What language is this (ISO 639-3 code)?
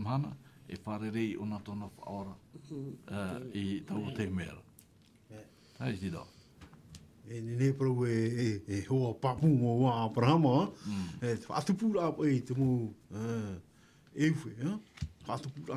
tah